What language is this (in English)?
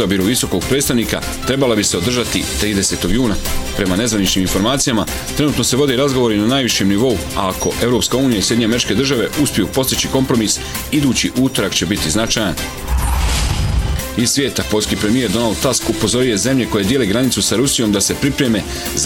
Bosnian